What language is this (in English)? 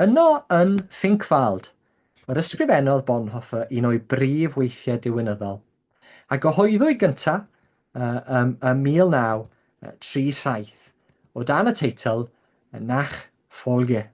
Welsh